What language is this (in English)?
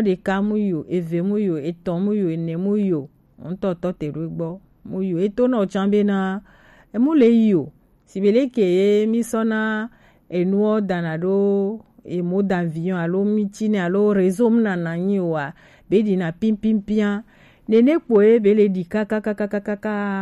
Gen